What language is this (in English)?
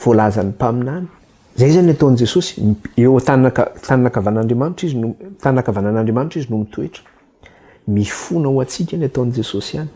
Malagasy